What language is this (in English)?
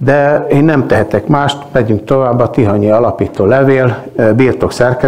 Hungarian